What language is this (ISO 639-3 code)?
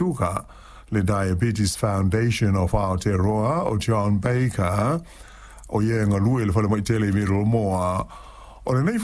smo